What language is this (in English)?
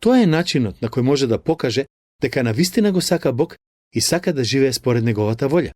Macedonian